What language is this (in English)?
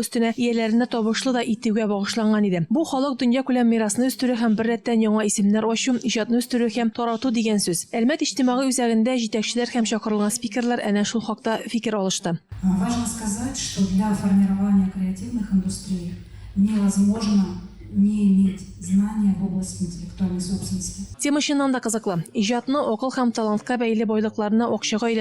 Tatar